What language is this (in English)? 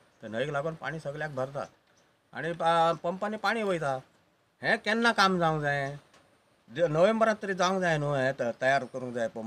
Konkani